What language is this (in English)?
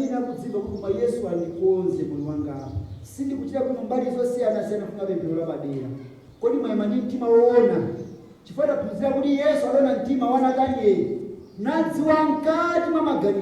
Nyanja